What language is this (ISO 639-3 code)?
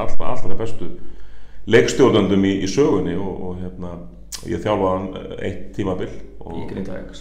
isl